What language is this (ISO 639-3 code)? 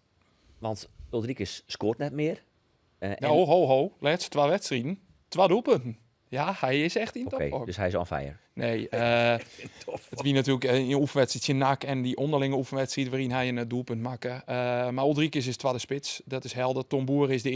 fry